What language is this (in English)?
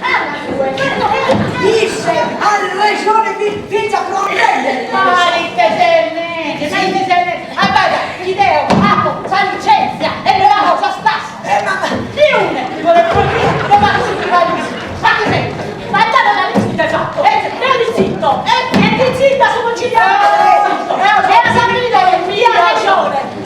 Sardinian